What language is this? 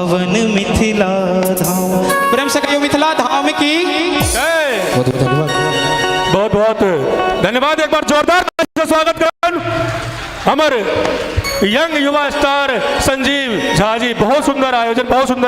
Maithili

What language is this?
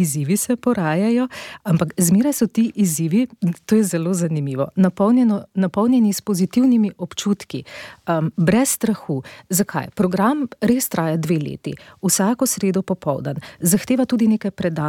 Slovenian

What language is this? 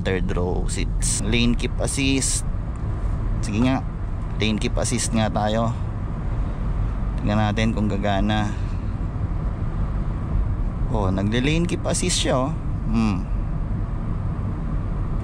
Filipino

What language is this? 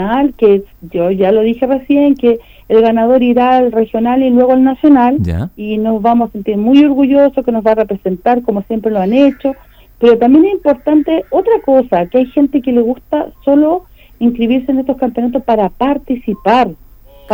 Spanish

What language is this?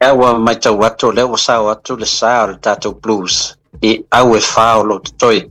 Samoan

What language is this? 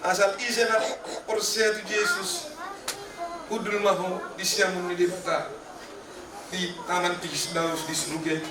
Batak Toba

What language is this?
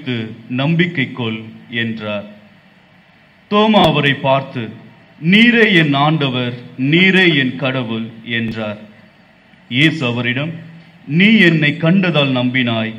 Tamil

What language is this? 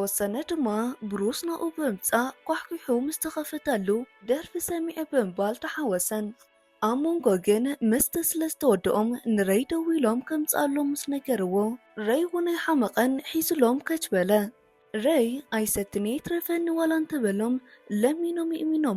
Tigrinya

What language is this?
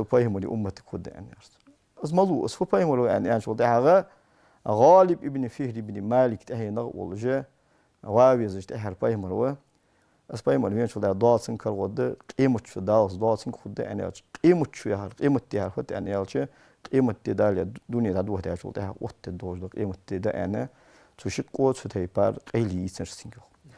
Ingush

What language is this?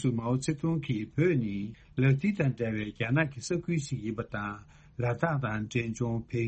Tibetan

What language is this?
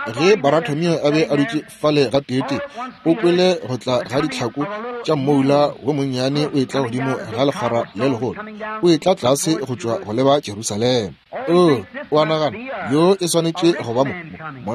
Northern Sotho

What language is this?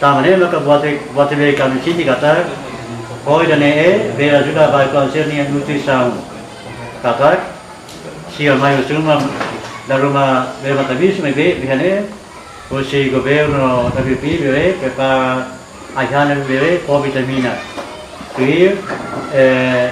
Tetum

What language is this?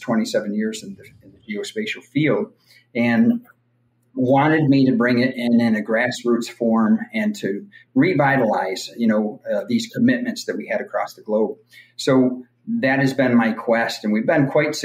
English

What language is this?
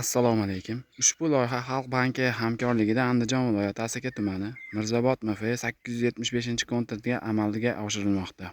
Uzbek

